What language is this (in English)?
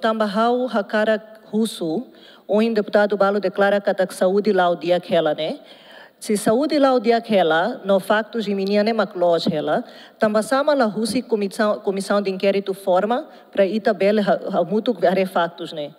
Tetum